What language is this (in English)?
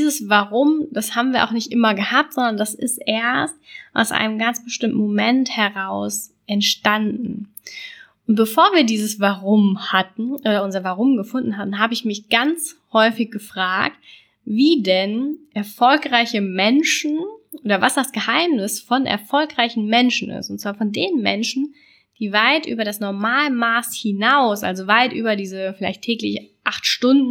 German